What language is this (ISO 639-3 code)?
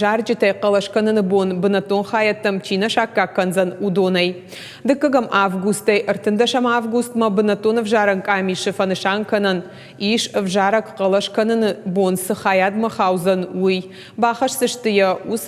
oss